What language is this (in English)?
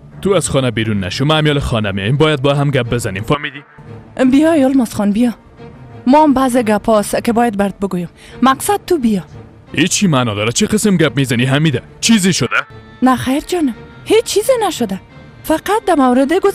Persian